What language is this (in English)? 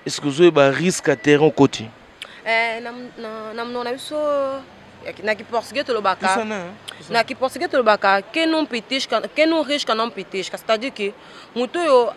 Lingala